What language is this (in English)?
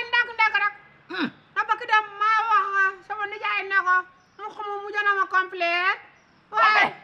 Wolof